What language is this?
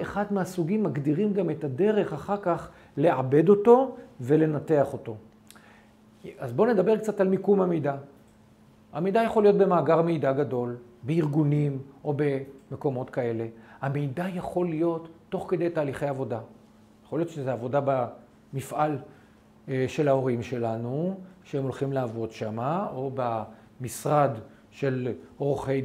Hebrew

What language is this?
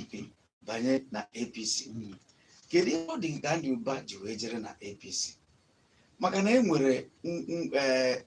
Igbo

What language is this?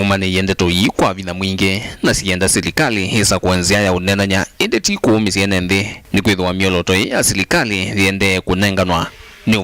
Kamba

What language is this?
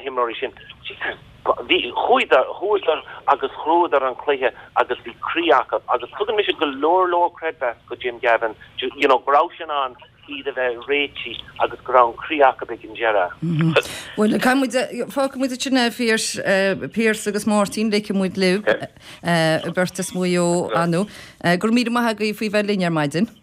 Irish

